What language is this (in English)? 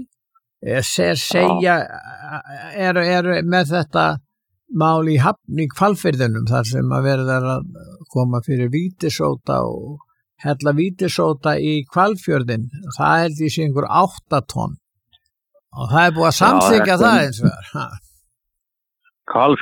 Icelandic